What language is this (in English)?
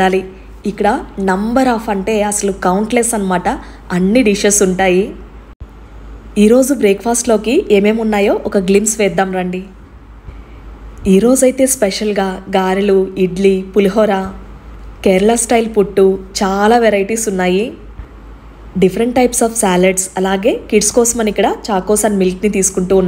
Telugu